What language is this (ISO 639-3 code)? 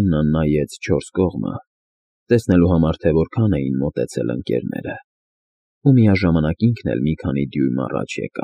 hye